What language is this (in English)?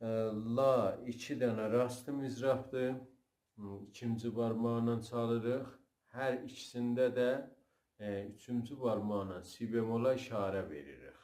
South Azerbaijani